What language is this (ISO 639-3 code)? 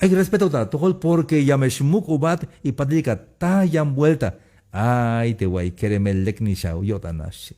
tzh